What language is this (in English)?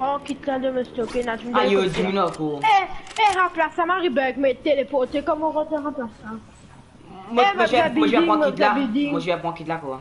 Morisyen